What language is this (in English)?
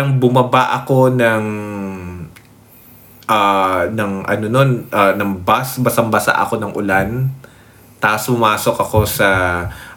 Filipino